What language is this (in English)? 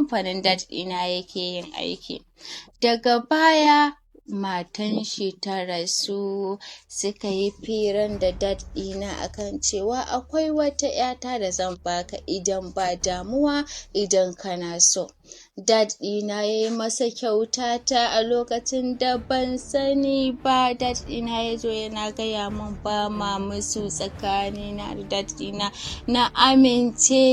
Hausa